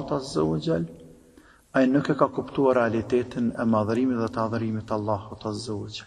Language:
Albanian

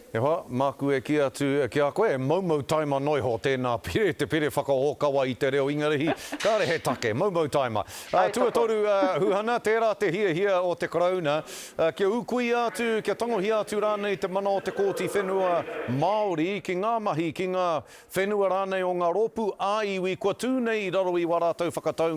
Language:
Māori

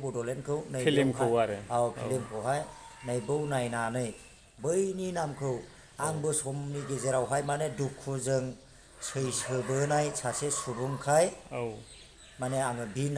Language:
Bodo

